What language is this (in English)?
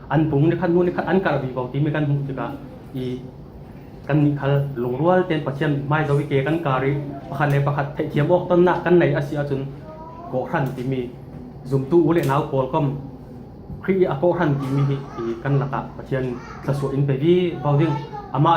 Falam Chin